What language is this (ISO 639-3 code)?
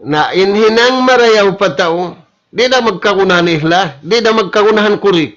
tsg